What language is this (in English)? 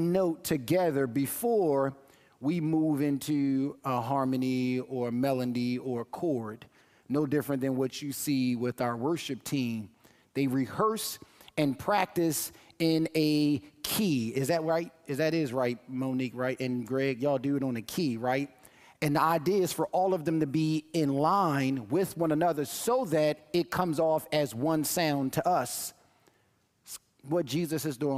English